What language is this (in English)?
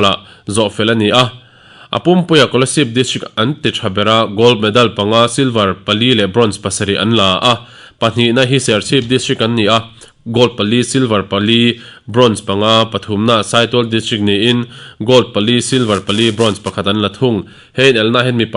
Mizo